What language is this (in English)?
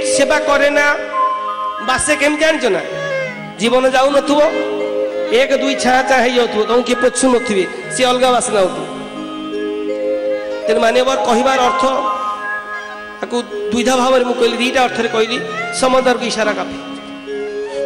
Odia